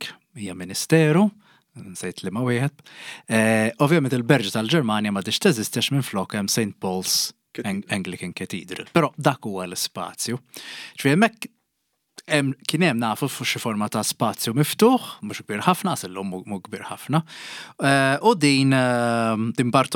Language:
Maltese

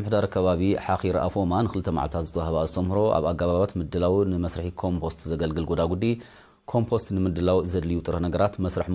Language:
Tigrinya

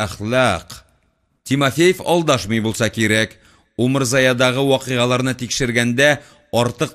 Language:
Tatar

